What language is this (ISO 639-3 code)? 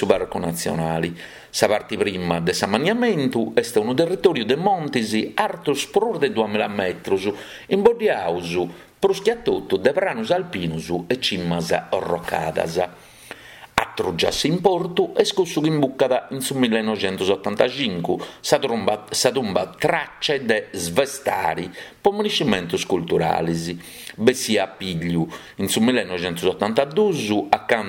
srd